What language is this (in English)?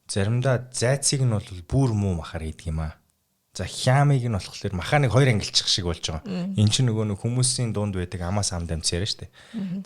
Mongolian